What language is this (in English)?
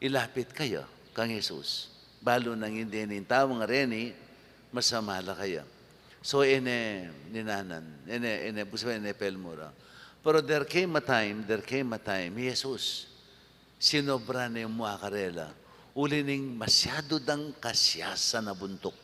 Pampanga